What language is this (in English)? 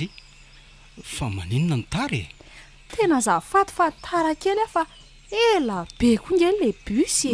Malagasy